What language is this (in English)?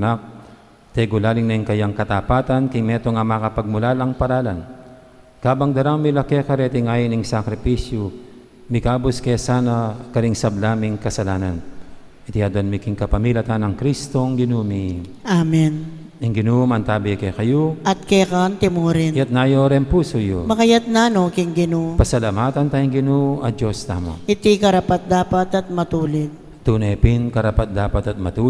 Pampanga